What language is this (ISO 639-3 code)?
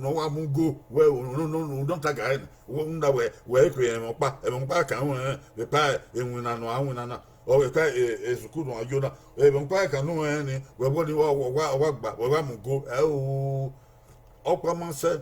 bin